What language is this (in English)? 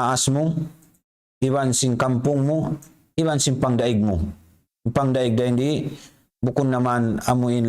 Tausug